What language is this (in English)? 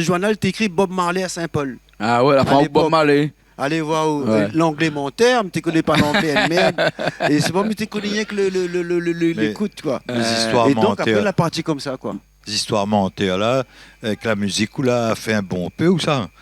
Réunion Creole French